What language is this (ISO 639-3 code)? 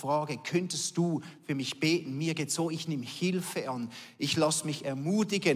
gsw